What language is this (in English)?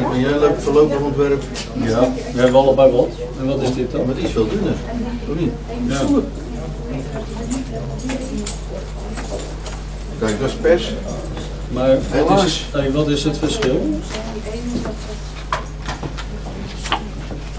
Dutch